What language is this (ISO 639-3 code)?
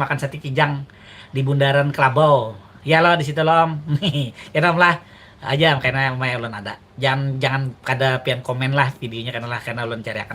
bjn